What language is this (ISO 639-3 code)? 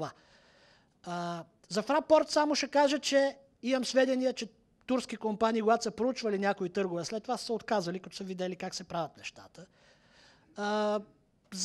bul